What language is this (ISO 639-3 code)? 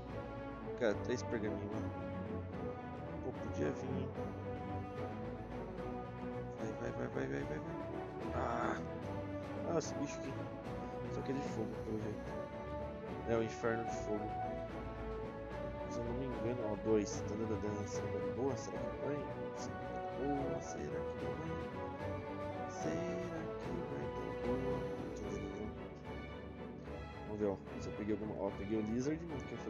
por